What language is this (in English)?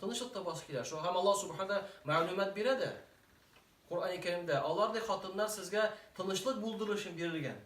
Tatar